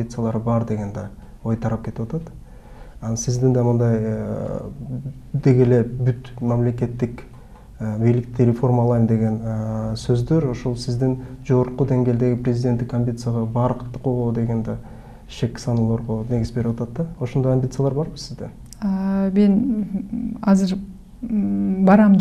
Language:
Kyrgyz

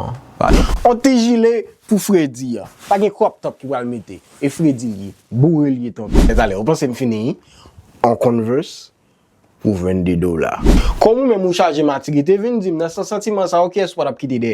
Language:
Haitian Creole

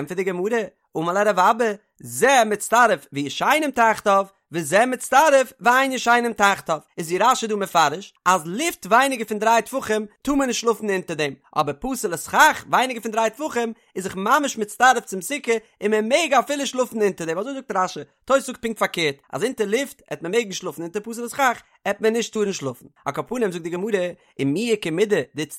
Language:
Yiddish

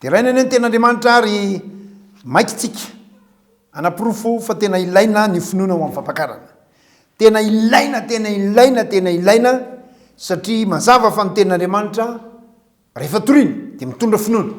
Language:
Malagasy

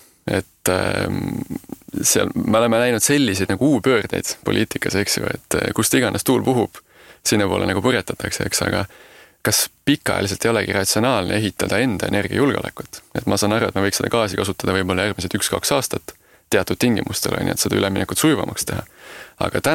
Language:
Estonian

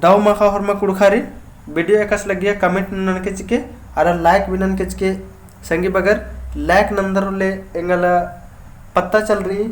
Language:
Kurukh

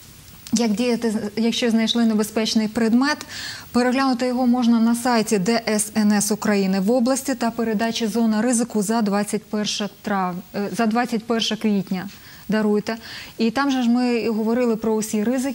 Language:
Ukrainian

